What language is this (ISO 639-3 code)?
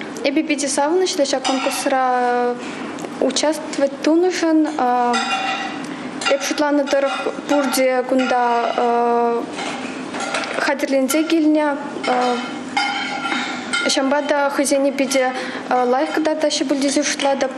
chv